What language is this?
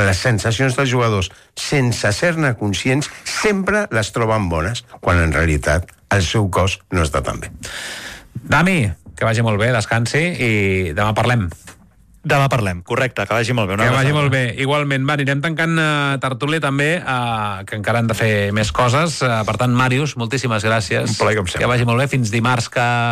Catalan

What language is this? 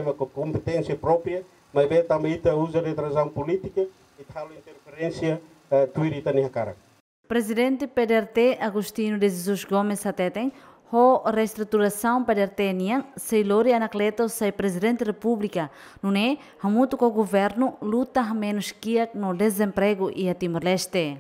Tetum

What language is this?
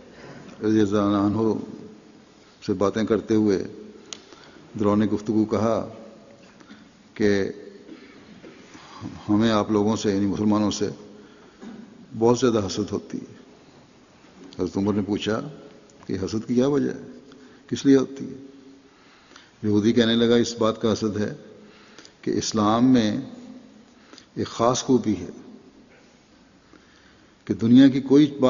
Urdu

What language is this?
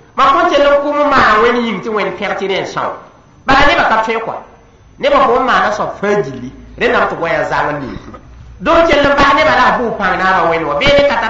Mossi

